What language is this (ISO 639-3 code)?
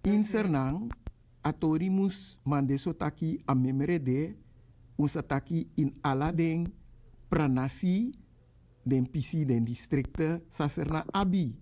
srn